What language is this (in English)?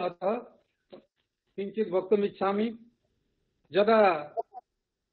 Sanskrit